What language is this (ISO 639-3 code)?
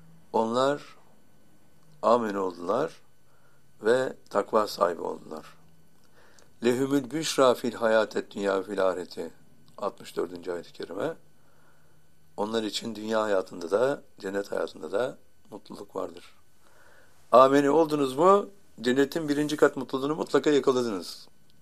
tur